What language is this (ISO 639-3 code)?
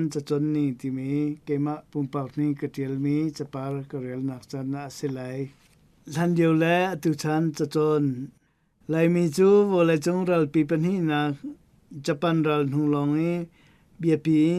cnh